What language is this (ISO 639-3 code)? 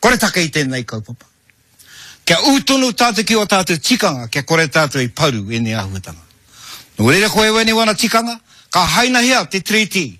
mri